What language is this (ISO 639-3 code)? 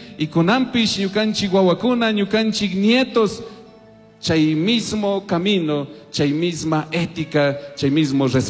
qug